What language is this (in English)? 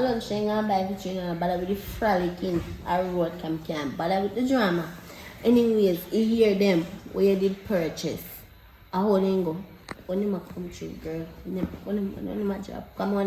Jamaican Creole English